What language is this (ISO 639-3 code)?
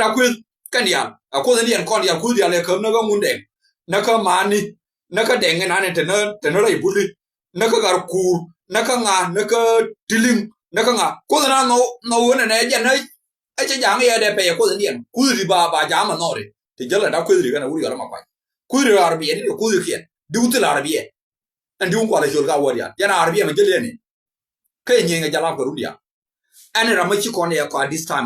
nus